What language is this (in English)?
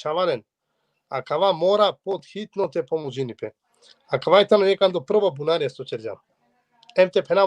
Balkan Romani